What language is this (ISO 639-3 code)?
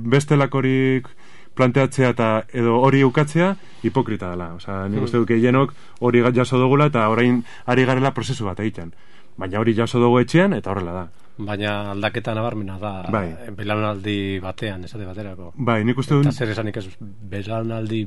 eus